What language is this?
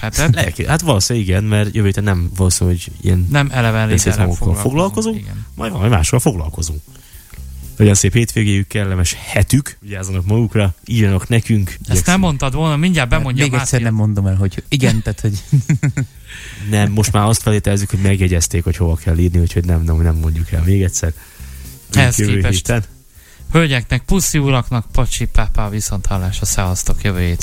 Hungarian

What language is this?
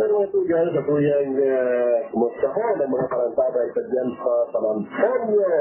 Bikol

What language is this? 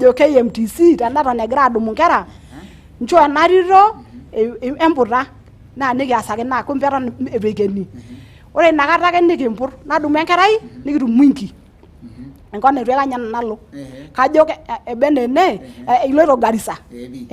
Masai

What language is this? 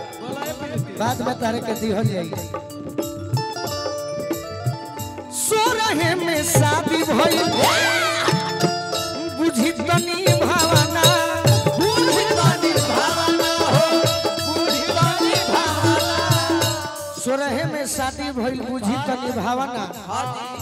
Bhojpuri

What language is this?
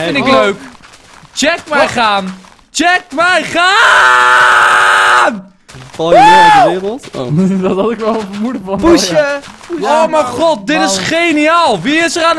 Dutch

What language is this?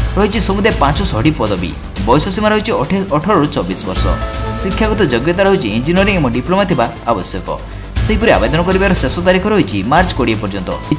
Odia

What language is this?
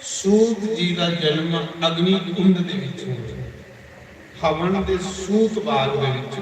Dogri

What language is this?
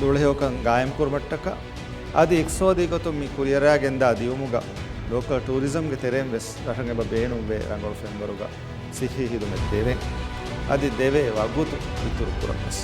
Divehi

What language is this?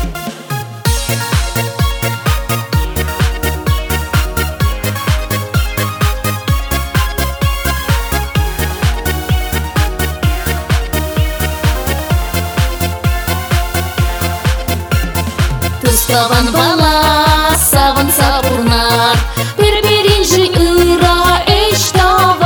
Chuvash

